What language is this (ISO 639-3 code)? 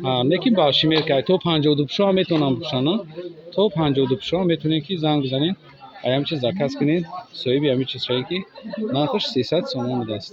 tgk